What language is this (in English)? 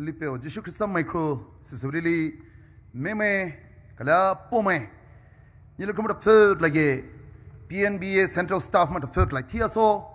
Poumei Naga